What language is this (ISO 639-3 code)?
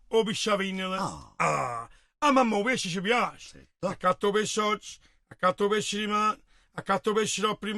nap